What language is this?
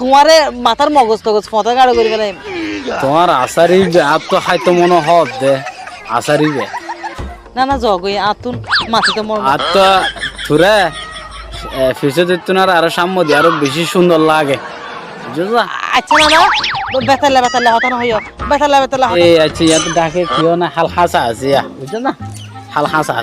Rohingya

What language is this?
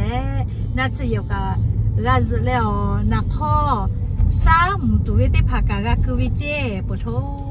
Lahu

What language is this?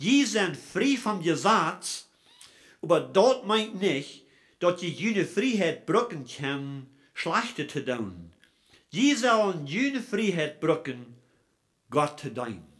Plautdietsch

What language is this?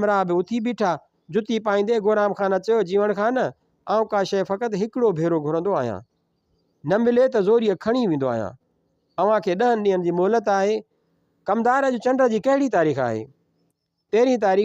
Sindhi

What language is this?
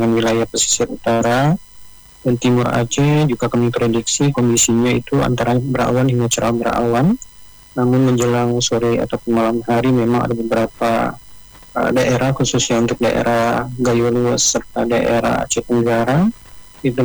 Indonesian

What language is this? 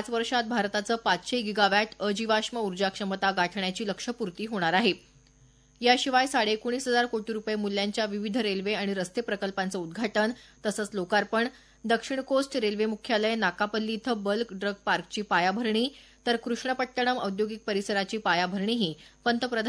Marathi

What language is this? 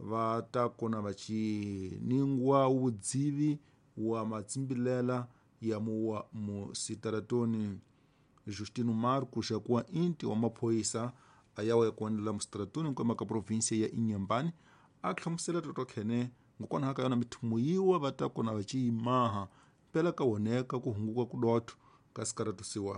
Tsonga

